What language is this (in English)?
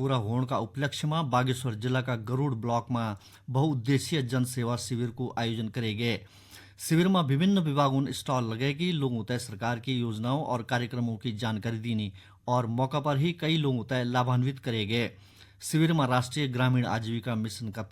Garhwali